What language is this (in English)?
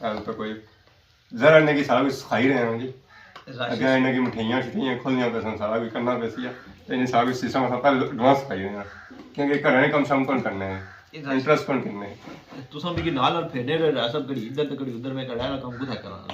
Pahari-Potwari